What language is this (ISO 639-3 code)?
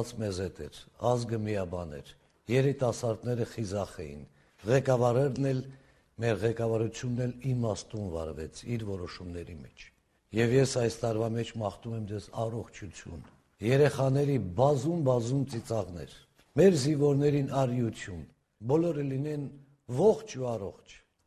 hye